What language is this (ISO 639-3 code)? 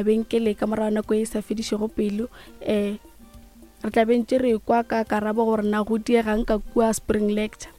nso